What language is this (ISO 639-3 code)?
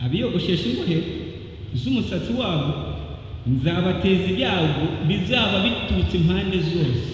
kin